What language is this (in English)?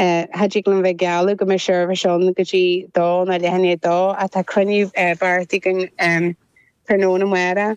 Irish